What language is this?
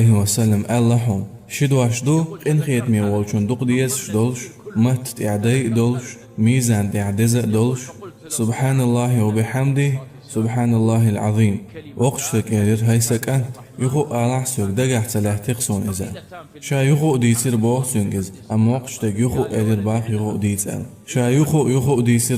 Chechen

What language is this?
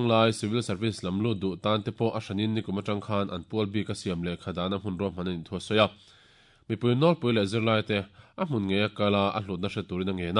Mizo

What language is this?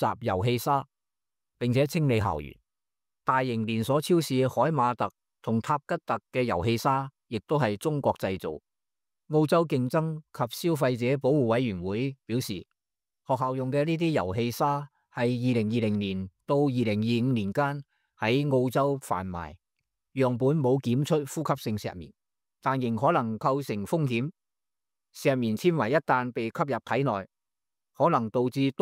Cantonese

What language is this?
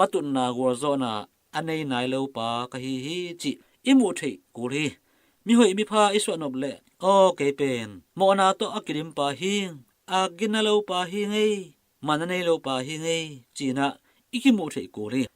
Tedim Chin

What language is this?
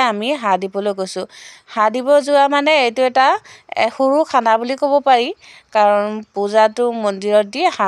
Assamese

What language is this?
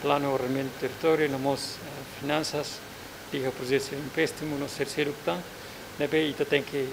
Tetum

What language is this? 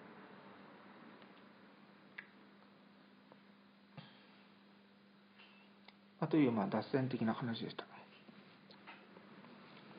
Japanese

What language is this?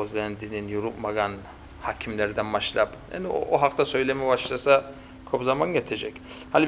Kumyk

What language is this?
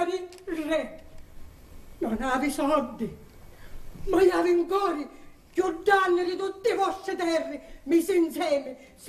Sicilian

